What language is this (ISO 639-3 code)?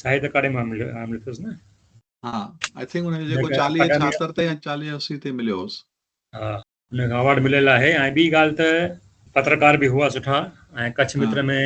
snd